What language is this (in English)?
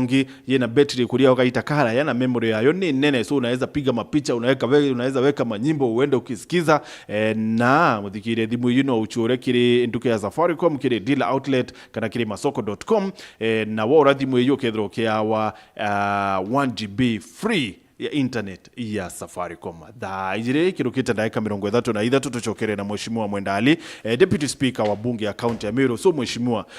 Meru